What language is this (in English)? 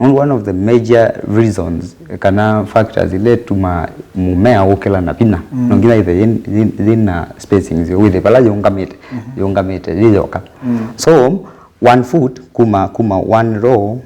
Kamba